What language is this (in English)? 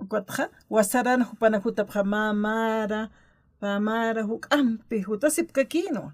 Aymara